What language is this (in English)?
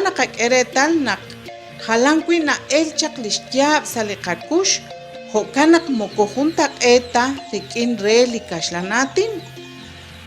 Kekchí